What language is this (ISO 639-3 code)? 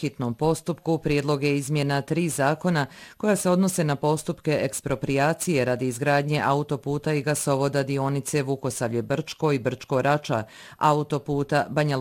bos